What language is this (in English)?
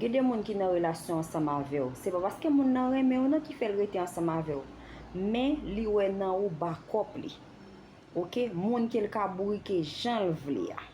Haitian Creole